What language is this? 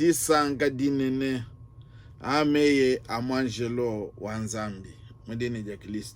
Luba-Lulua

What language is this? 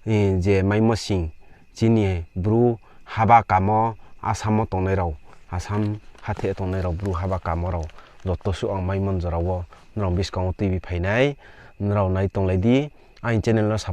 Riang (India)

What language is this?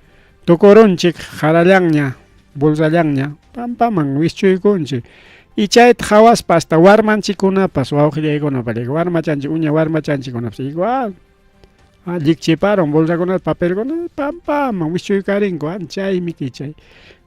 Ayacucho Quechua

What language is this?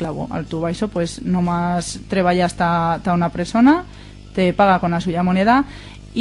Aragonese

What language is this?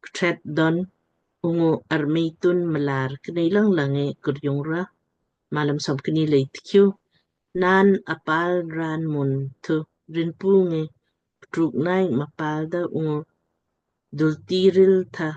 Lamkang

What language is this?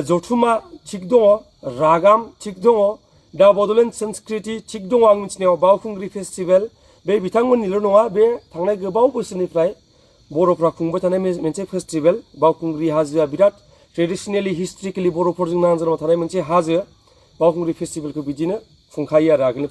Bodo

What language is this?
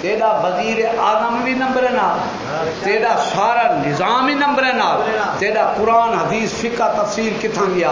Saraiki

